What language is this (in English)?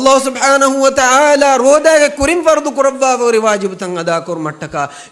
Divehi